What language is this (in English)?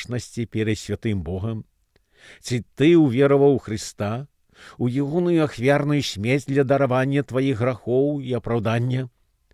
Belarusian